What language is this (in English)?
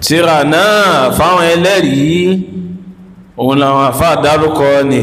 Yoruba